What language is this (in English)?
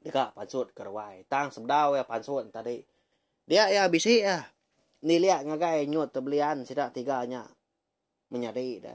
Iban